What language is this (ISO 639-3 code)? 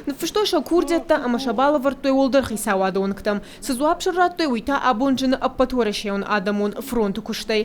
oss